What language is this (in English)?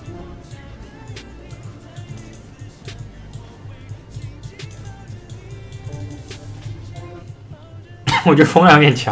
Chinese